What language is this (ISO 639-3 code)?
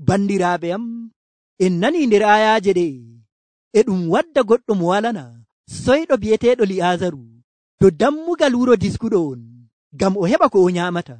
fuv